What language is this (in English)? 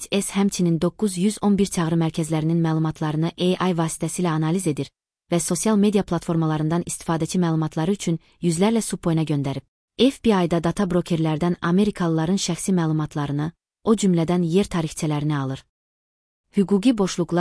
Azerbaijani